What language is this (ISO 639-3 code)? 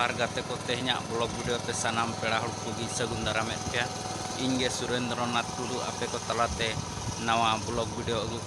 sat